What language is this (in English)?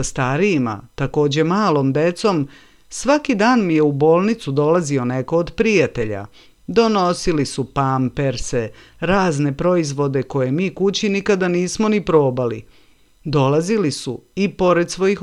Serbian